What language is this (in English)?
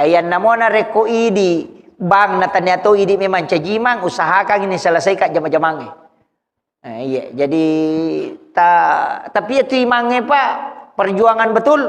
Buginese